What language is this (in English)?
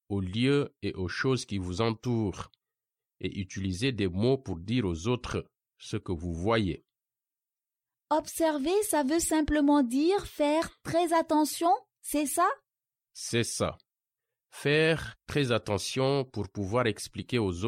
French